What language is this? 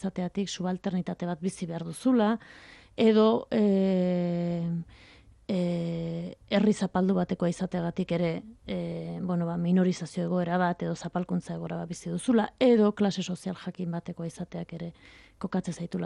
Basque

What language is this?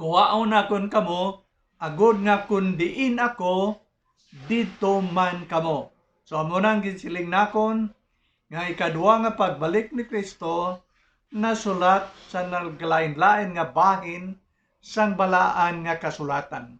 Hiligaynon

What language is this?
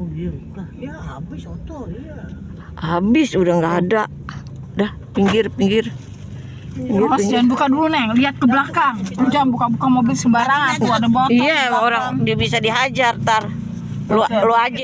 Betawi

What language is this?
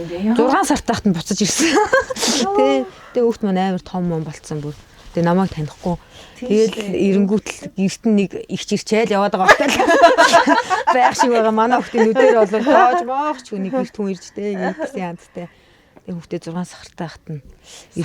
Mongolian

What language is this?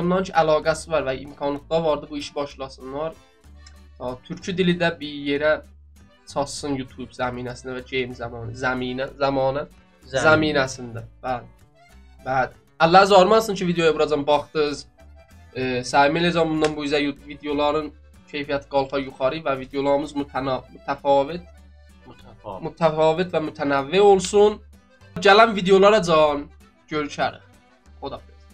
South Azerbaijani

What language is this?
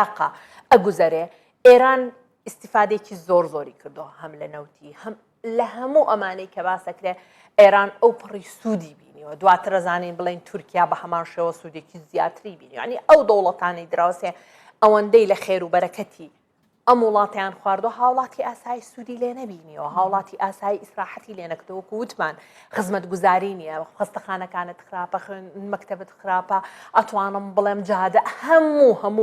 Central Kurdish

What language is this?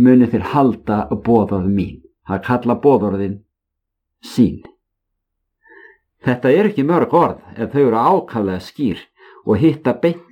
Icelandic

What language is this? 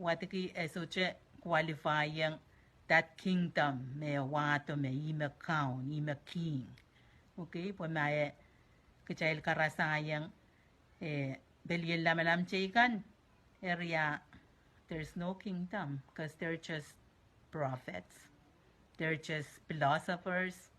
Pohnpeian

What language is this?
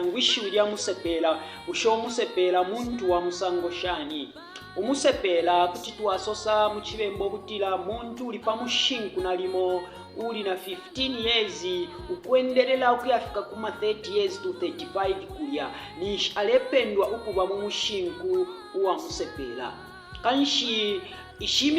Bemba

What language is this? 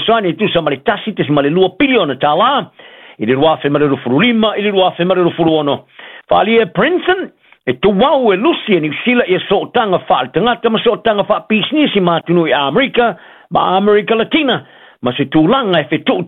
Samoan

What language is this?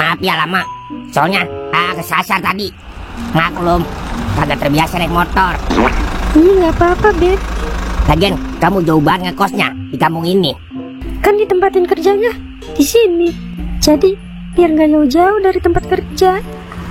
Betawi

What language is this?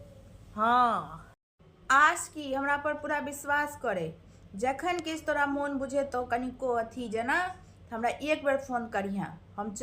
Maithili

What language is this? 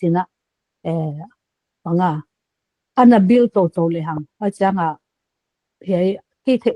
Paite Chin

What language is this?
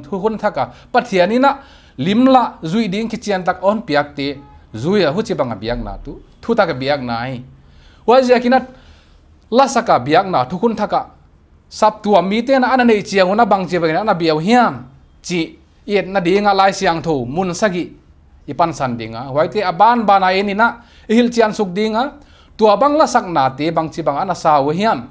Paite Chin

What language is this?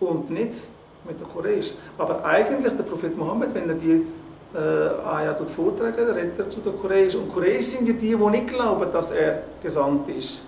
Swiss German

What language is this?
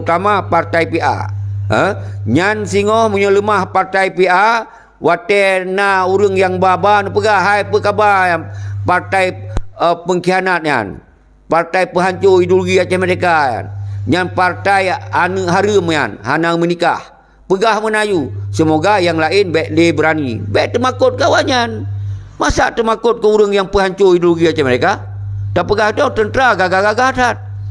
Achinese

